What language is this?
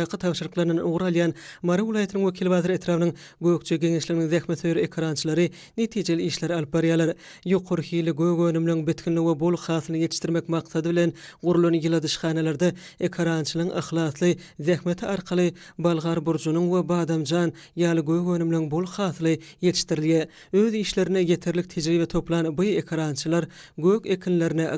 Turkmen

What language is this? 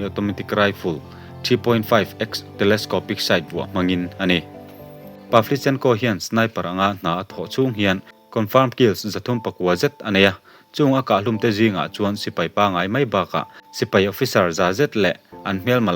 Mizo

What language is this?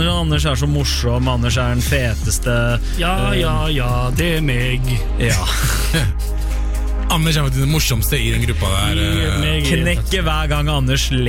Norwegian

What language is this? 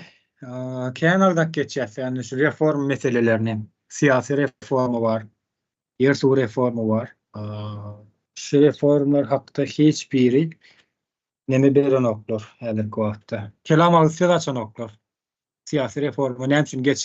Turkmen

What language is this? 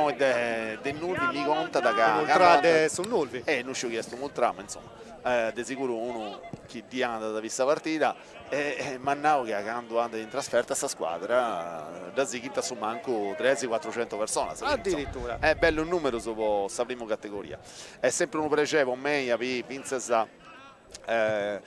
Sardinian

